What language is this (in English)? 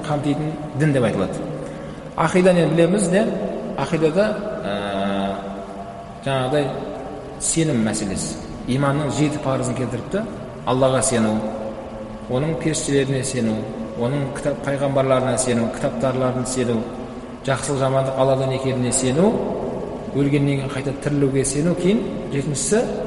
Kazakh